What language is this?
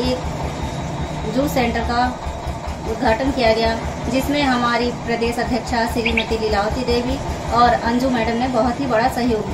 Hindi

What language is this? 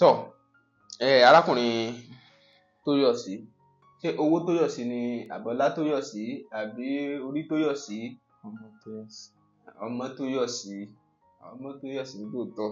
Yoruba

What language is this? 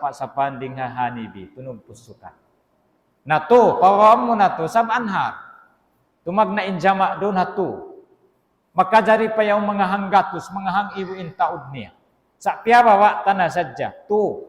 Tausug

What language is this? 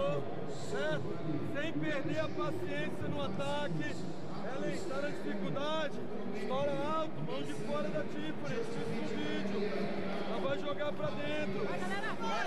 Portuguese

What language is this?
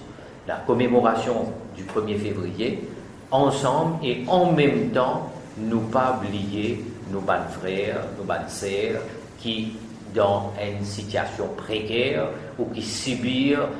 Morisyen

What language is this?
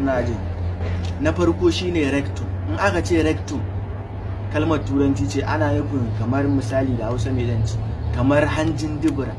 Hausa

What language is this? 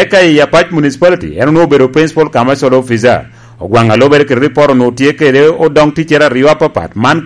Lango (Uganda)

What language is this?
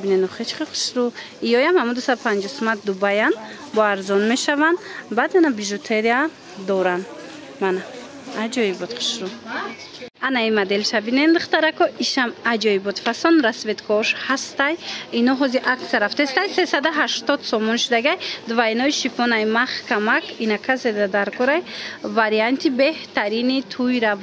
Tajik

